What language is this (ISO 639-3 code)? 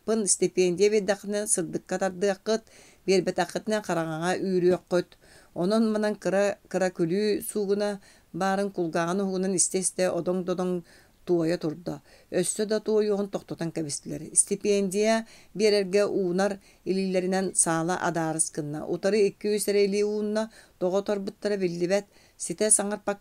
sah